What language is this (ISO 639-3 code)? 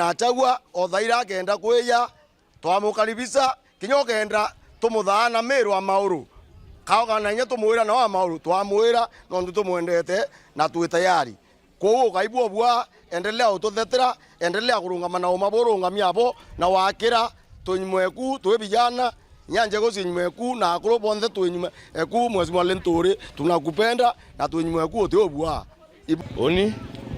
mer